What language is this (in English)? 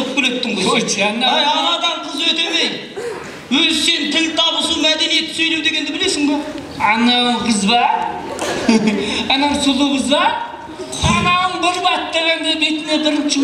Kazakh